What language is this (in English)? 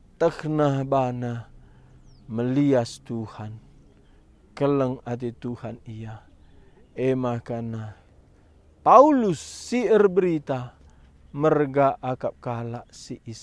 Batak Karo